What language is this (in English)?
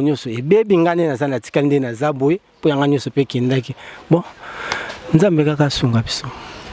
Lingala